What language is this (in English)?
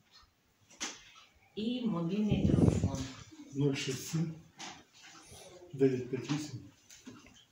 Ukrainian